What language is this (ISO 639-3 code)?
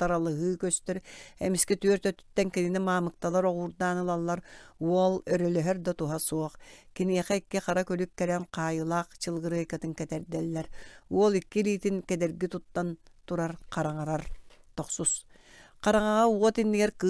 sah